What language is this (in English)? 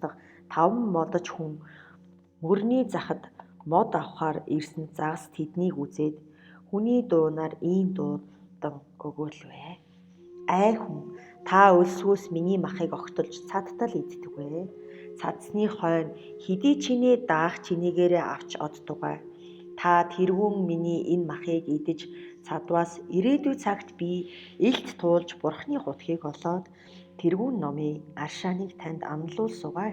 Mongolian